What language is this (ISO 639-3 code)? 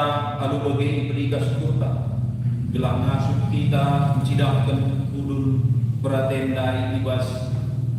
btx